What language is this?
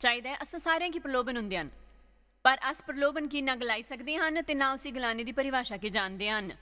Dogri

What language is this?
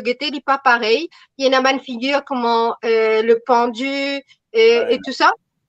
Morisyen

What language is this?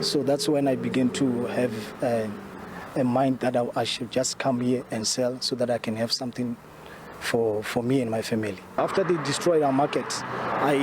Venda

